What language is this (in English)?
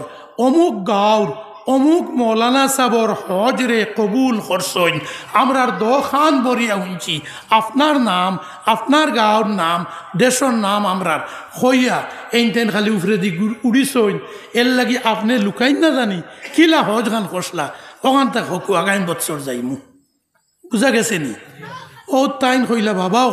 Sylheti